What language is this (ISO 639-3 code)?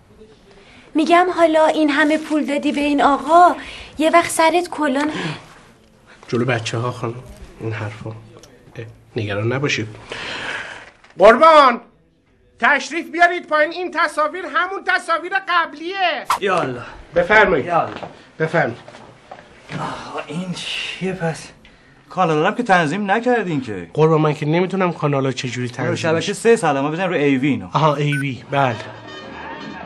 fas